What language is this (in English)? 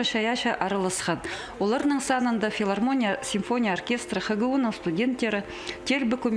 Khakas